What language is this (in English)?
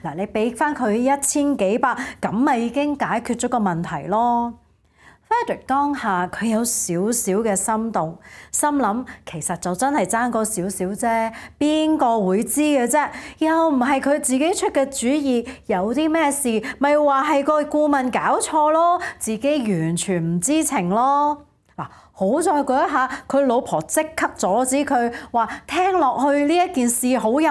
Cantonese